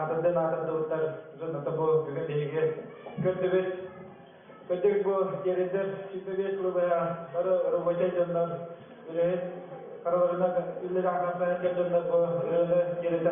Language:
Yakut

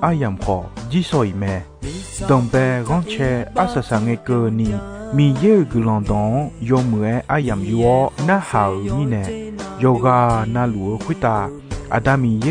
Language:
Akha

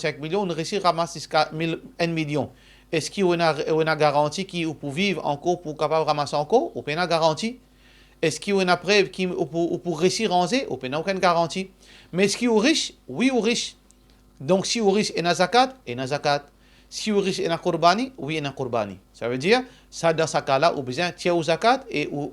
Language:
Morisyen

